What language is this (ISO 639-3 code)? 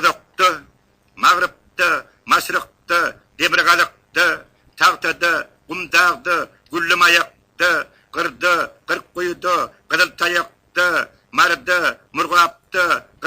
tuk